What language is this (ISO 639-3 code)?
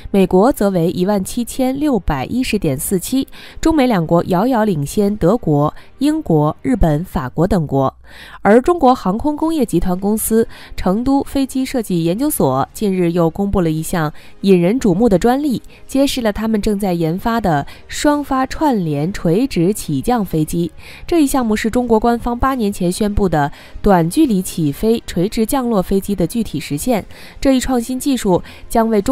zho